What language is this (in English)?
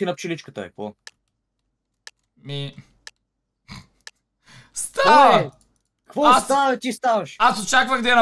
Bulgarian